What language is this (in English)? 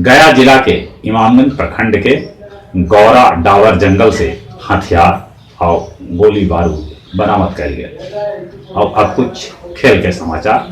Magahi